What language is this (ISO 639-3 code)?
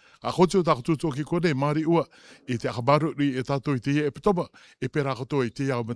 rar